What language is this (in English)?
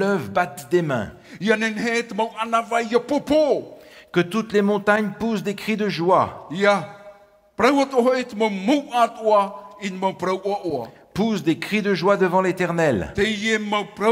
Tahitian